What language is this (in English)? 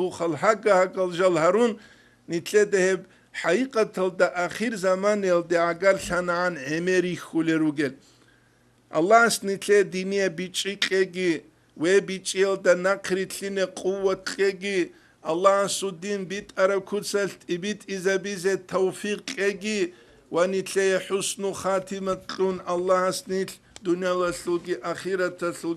Avaric